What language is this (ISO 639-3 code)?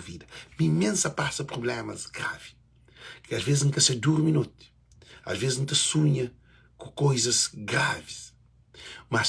kea